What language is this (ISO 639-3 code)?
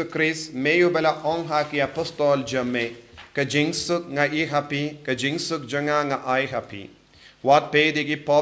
kha